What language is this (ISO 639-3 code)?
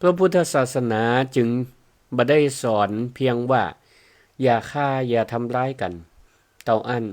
nod